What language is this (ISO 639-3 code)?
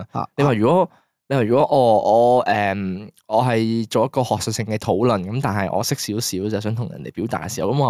yue